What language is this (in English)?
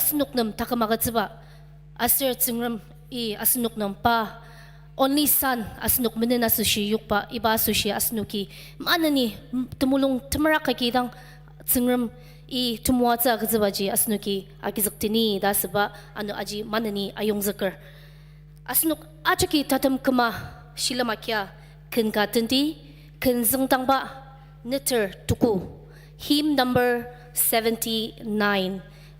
Ao Naga